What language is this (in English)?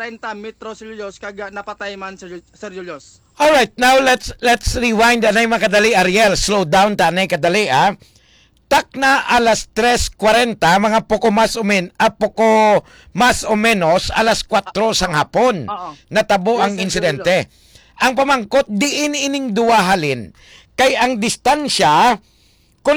Hiligaynon